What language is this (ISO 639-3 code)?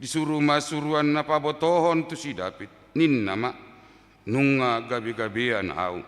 bbc